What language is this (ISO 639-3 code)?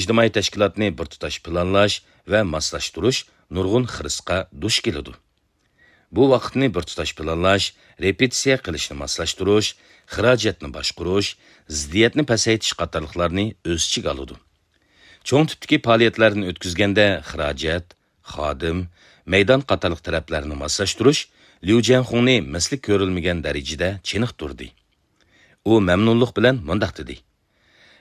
uig